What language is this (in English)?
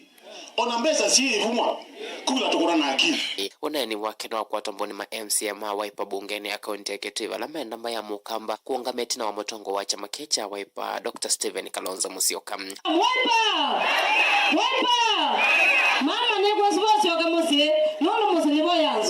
Kamba